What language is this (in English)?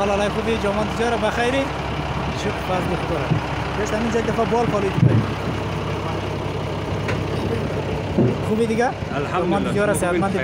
Persian